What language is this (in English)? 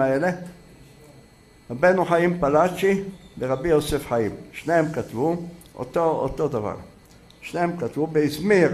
Hebrew